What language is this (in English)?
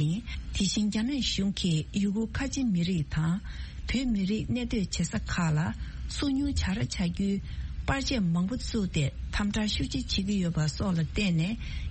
Tibetan